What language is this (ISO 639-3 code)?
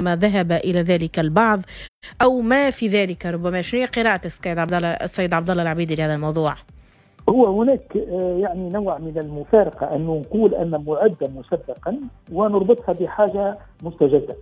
aeb